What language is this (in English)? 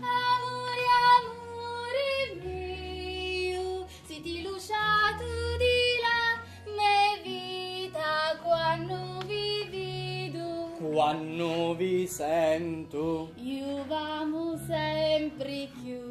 Sicilian